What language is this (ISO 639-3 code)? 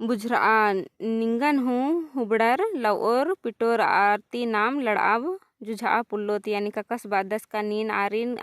kru